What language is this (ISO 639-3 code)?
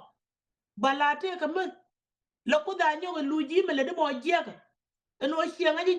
nus